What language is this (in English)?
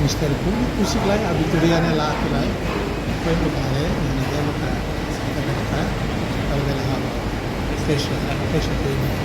Tetum